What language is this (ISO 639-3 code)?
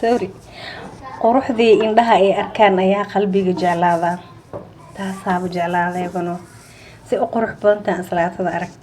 som